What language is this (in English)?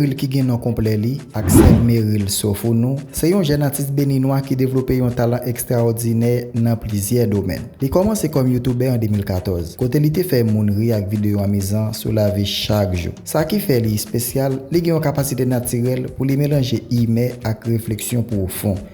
Haitian Creole